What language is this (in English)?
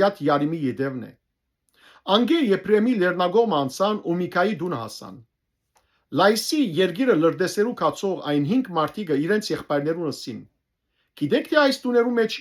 Western Armenian